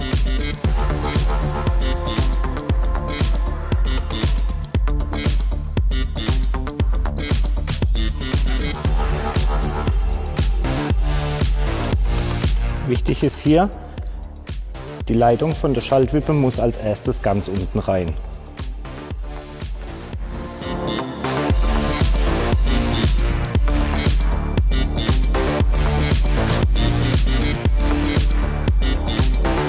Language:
German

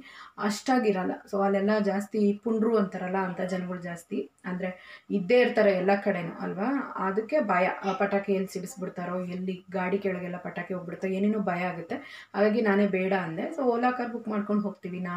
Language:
Kannada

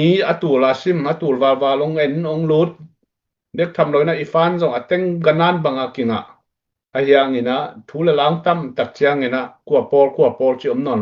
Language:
Tedim Chin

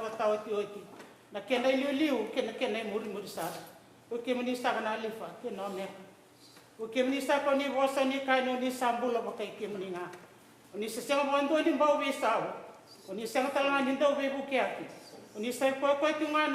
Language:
Fijian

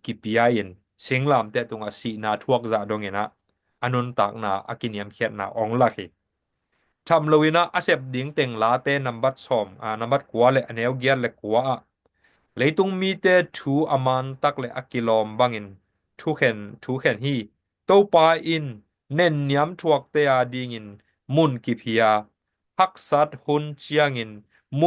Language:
Tedim Chin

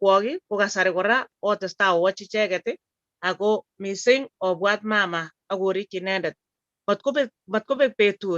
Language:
Kalenjin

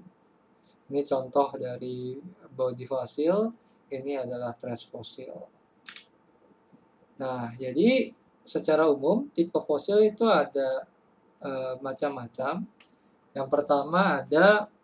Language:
Indonesian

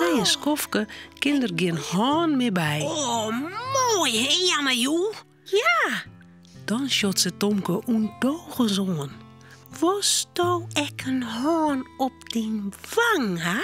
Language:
Western Frisian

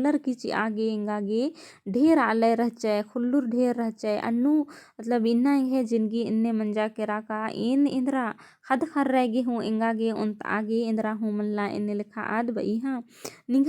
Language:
Kurukh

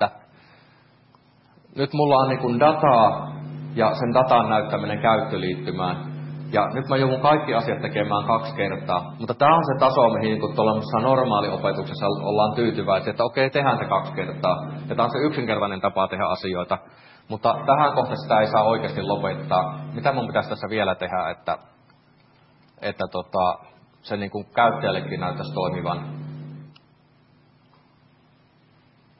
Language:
Finnish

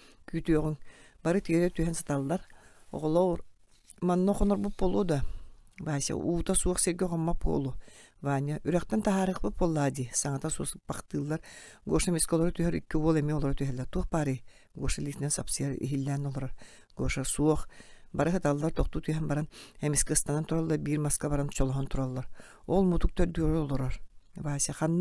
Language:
Yakut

